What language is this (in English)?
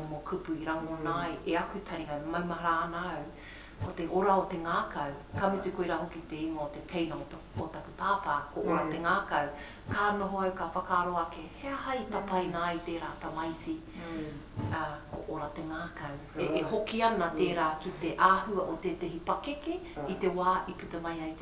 Māori